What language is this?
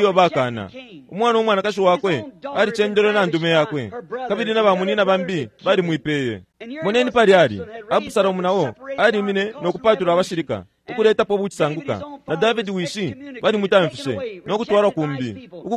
Bemba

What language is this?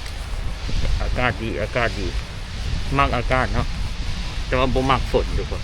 Lao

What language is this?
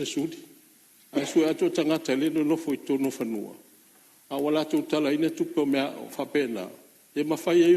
Samoan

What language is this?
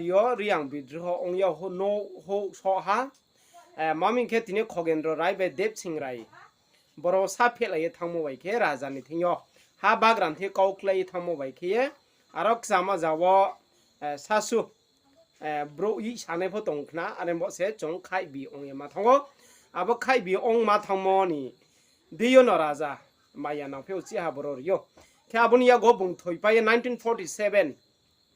Riang (India)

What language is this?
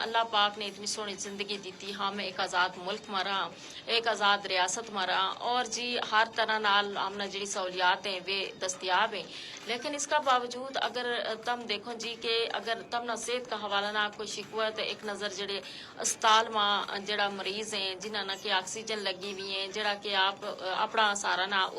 Gujari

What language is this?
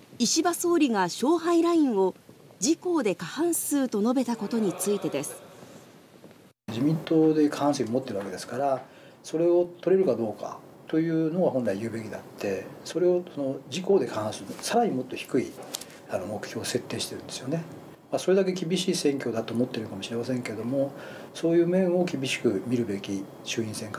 Japanese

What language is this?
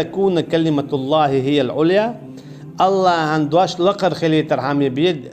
Chechen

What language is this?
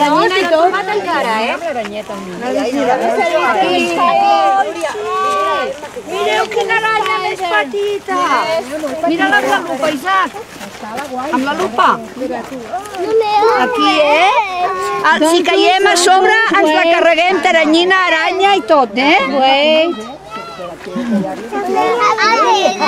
Catalan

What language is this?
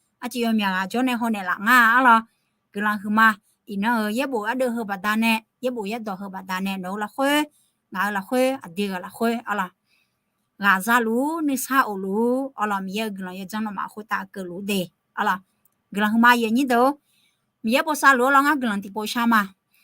Akha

